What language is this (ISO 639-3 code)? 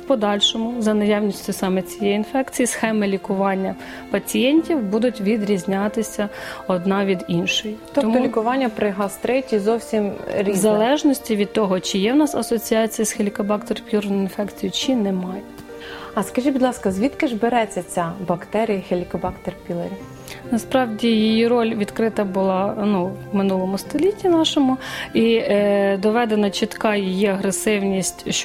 ukr